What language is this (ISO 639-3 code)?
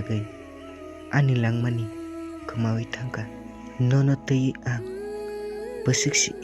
trp